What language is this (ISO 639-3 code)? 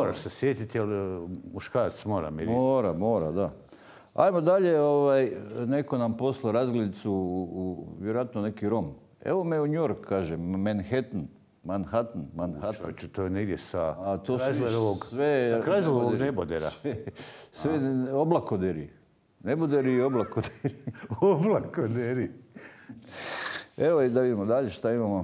hrv